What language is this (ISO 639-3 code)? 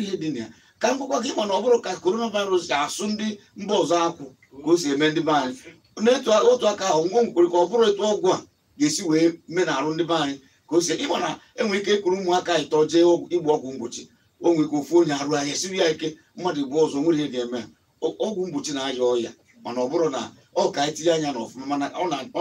ibo